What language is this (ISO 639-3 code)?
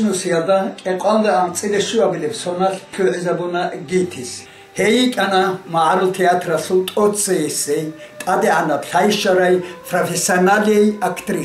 ava